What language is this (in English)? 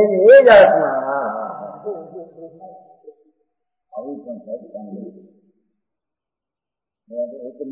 Gujarati